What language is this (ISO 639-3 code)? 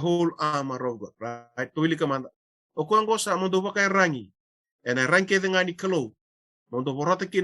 fij